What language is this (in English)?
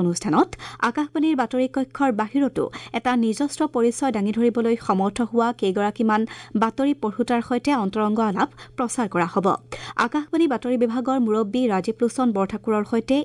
Assamese